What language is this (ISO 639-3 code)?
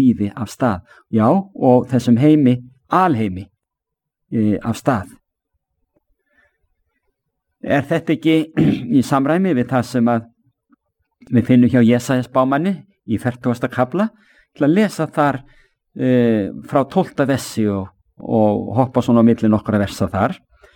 isl